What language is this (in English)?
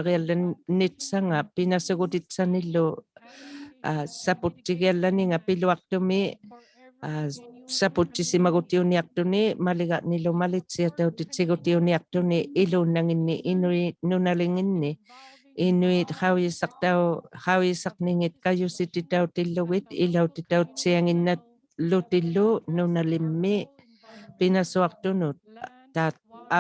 Inuktitut